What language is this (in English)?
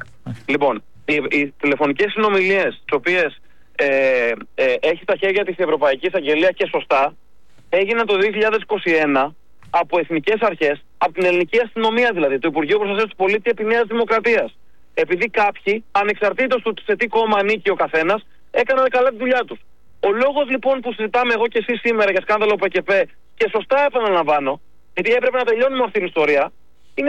Greek